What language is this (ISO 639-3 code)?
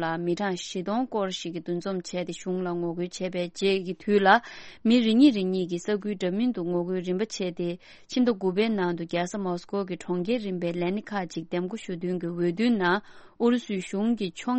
bod